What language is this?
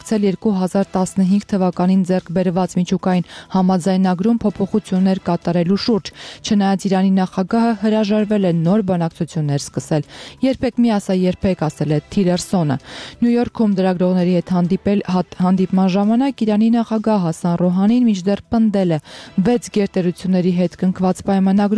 Armenian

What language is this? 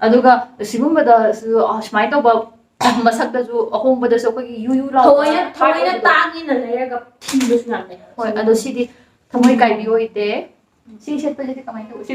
Manipuri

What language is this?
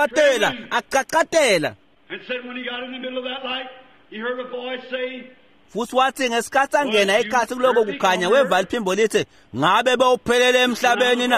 Swati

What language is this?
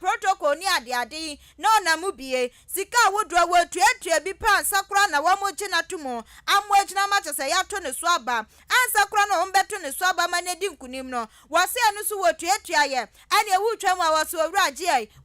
Akan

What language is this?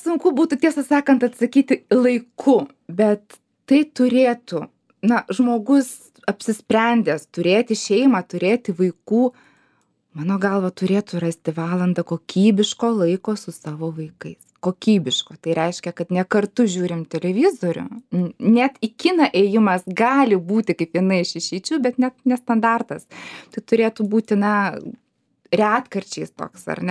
Lithuanian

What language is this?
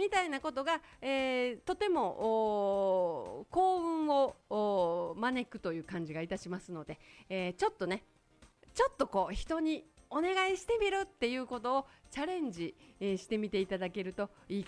Japanese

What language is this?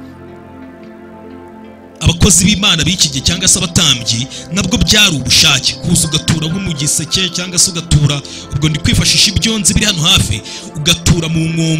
Kinyarwanda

